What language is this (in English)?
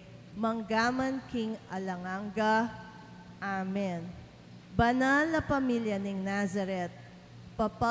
Pampanga